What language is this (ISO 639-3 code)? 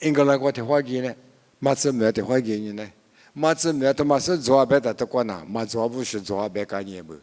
lis